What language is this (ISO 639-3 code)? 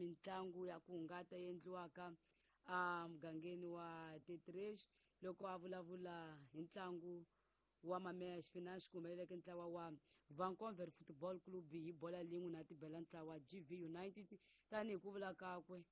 tso